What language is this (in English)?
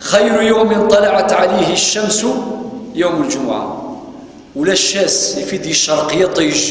Kabyle